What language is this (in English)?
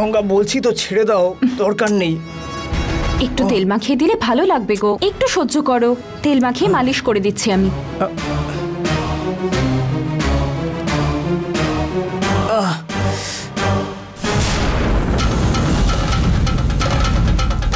Bangla